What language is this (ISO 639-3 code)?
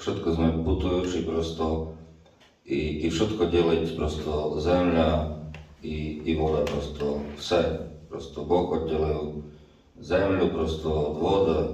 rue